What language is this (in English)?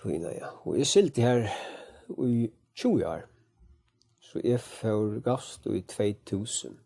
Faroese